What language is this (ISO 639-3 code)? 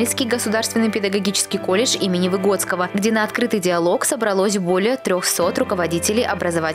rus